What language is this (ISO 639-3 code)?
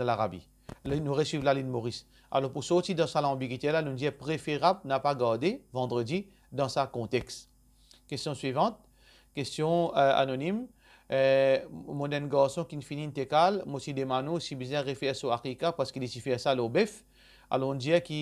mfe